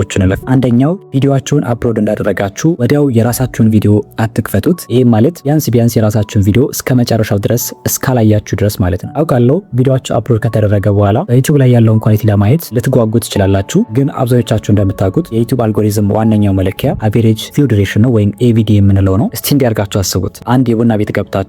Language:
Amharic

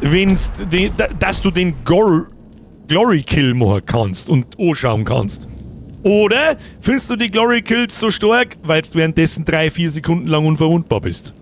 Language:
Bavarian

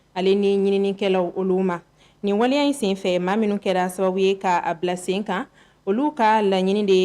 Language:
Bambara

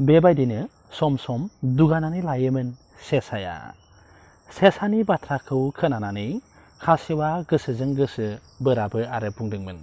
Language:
Bodo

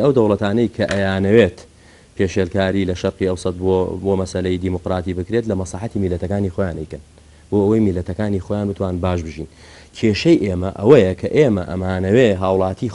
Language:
Central Kurdish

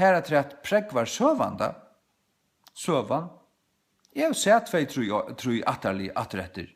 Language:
Faroese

